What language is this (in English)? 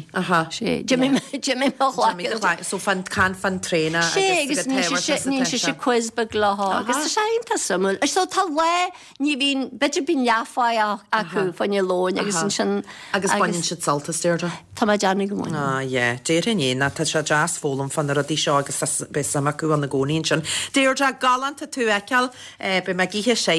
Irish